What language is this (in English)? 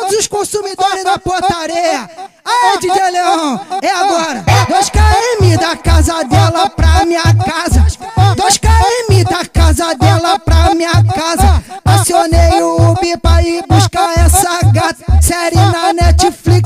Portuguese